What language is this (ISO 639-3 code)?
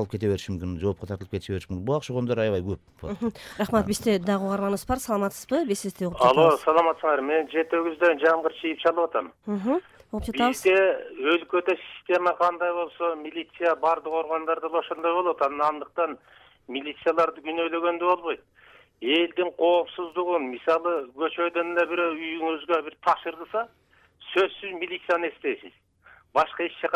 kir